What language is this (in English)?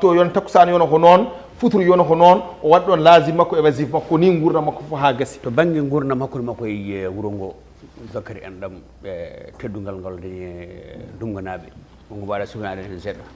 Fula